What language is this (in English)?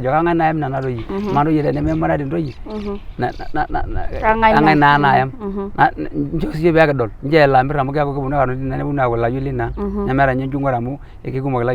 Masai